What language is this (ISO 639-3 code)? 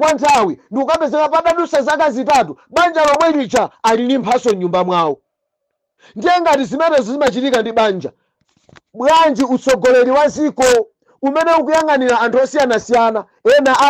nya